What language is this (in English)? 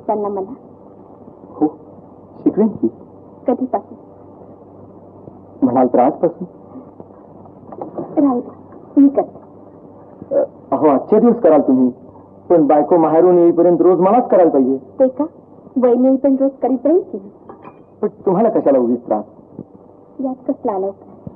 Marathi